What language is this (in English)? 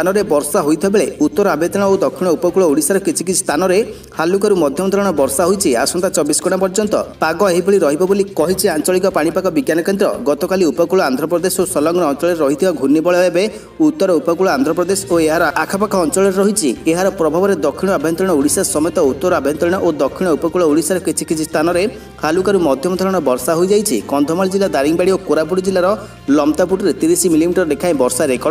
Odia